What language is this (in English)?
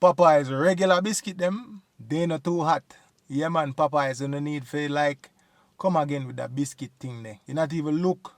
Jamaican Creole English